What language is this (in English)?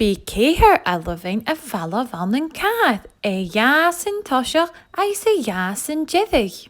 Scottish Gaelic